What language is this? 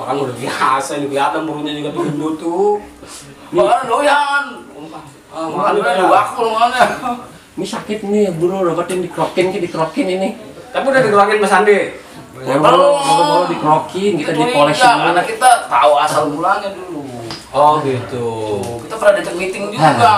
Betawi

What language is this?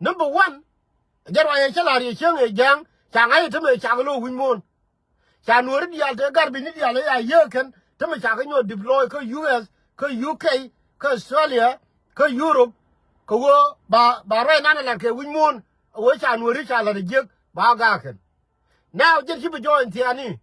Nuer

